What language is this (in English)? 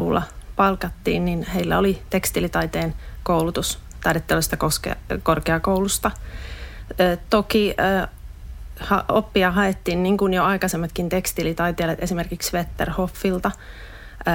Finnish